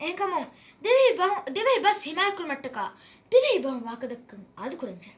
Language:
Divehi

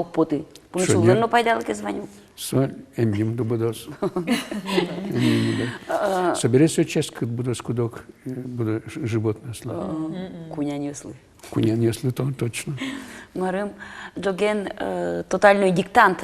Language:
Udmurt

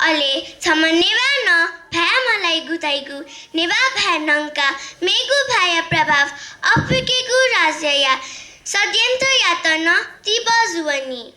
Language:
Newari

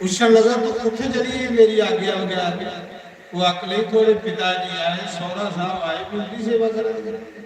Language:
Dogri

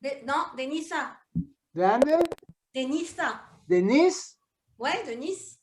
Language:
Ladino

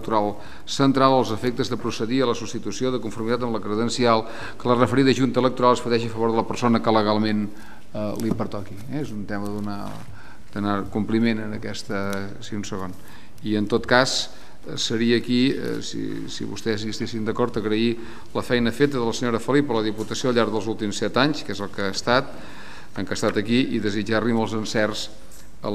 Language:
Catalan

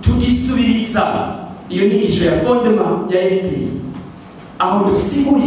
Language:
Rundi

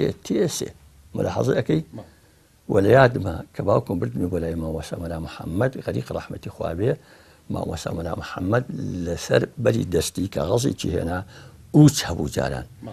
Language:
Central Kurdish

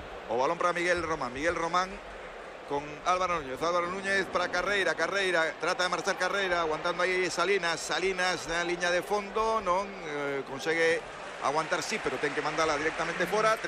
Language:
Galician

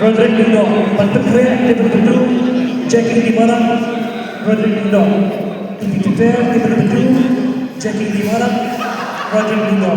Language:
Khasi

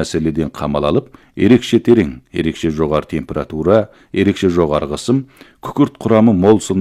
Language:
Kazakh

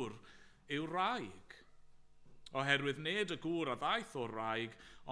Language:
Welsh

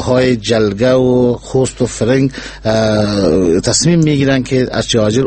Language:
Persian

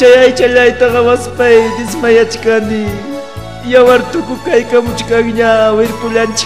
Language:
Ayacucho Quechua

